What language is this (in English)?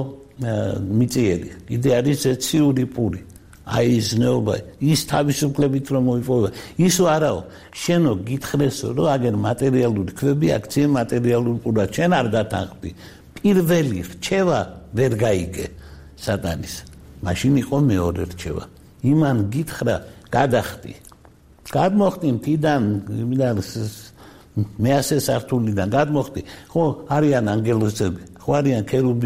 Georgian